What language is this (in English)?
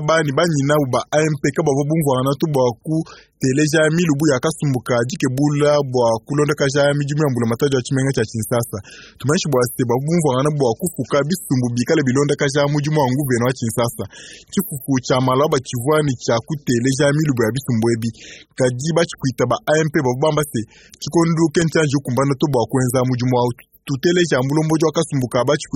Luba-Lulua